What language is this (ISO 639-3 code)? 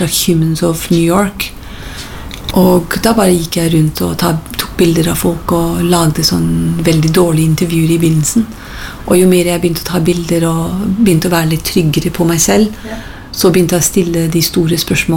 nor